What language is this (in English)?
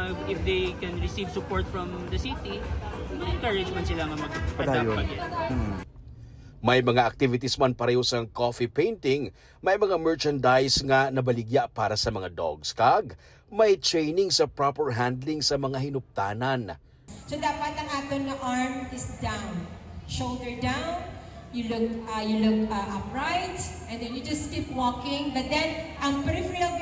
Hiligaynon